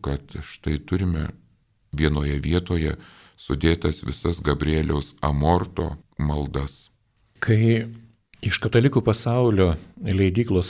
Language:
Lithuanian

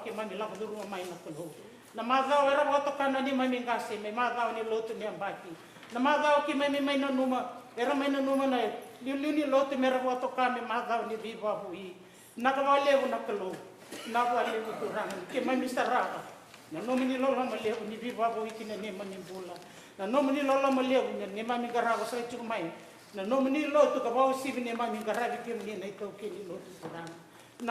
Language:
Fijian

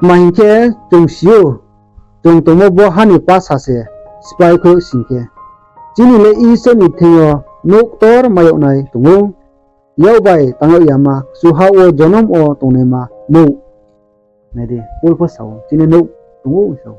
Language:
Riang (India)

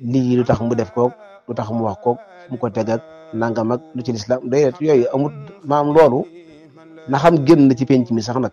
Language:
Wolof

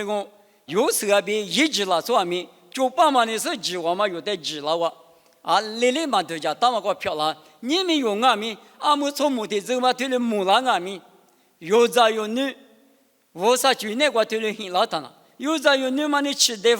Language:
Lisu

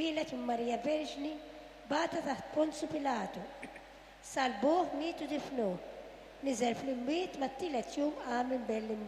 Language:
Maltese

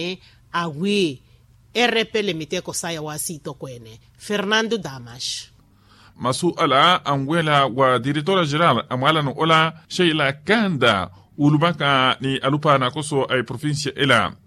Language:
Makhuwa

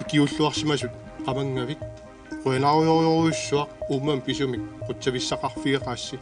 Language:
Kalaallisut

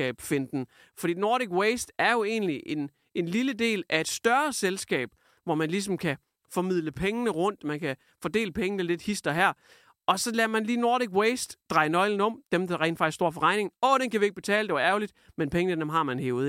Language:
Danish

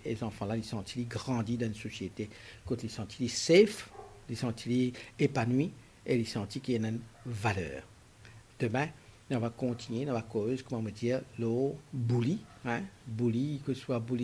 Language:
Morisyen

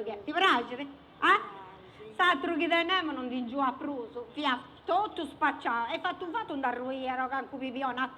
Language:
Sardinian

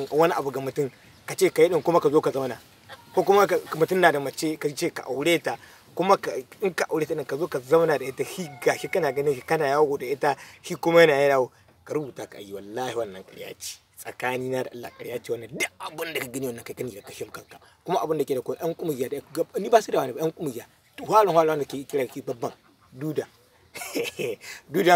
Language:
Hausa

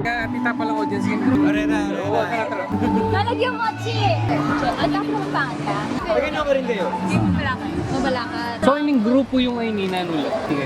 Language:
Pampanga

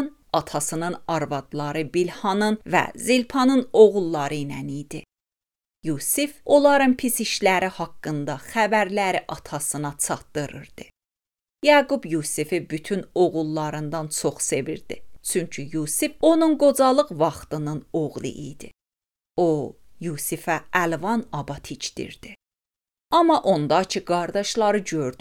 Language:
Azerbaijani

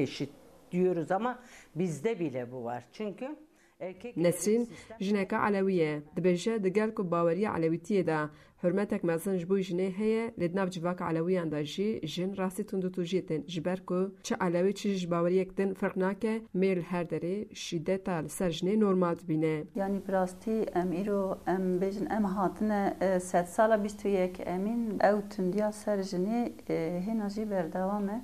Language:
Kurdish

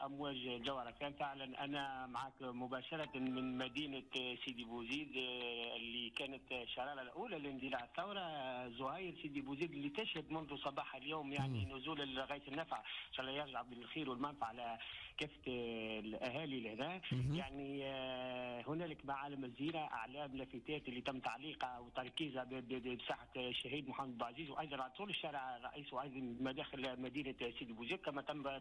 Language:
Tunisian Arabic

